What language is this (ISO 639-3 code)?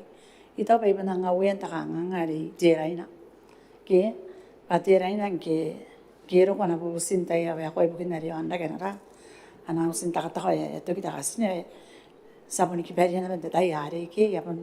gil